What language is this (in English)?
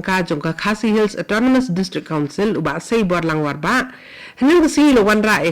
Khasi